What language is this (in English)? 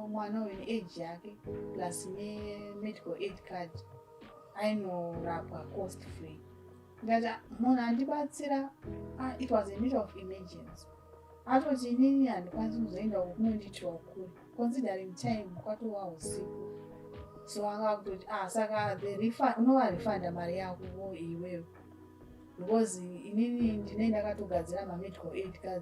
Shona